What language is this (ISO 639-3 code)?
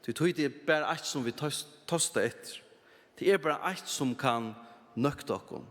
fao